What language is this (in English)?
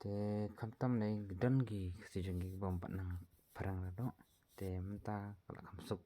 Khasi